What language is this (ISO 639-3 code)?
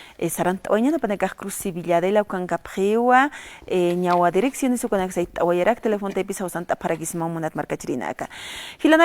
aym